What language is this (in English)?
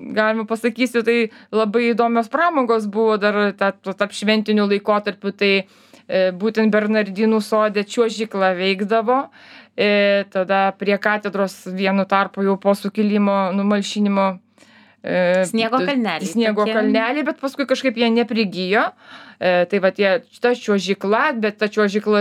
Lithuanian